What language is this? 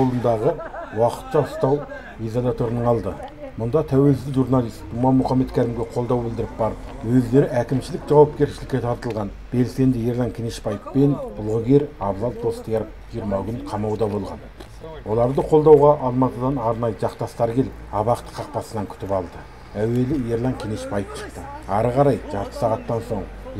Kazakh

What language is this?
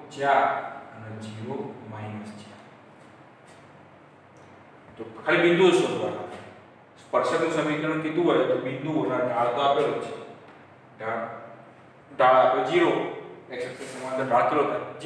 Gujarati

